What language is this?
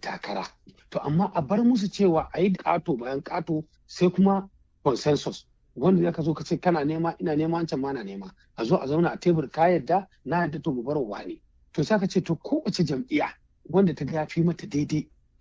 Hausa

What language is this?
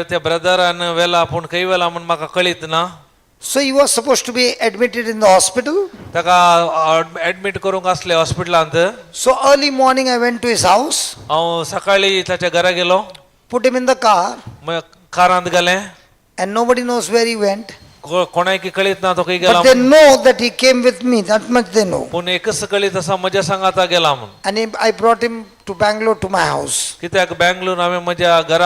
Konkani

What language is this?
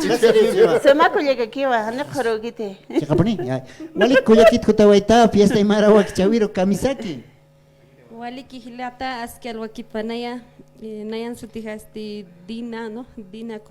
Aymara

